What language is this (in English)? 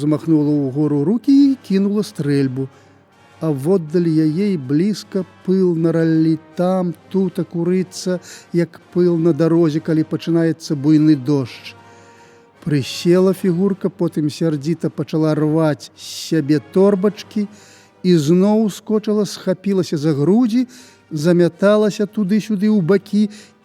Belarusian